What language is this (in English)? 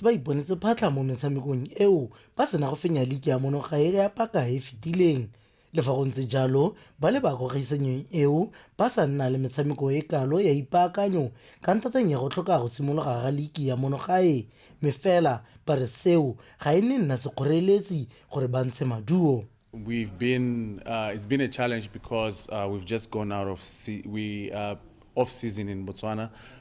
Tswana